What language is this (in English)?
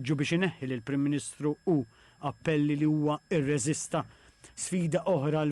Maltese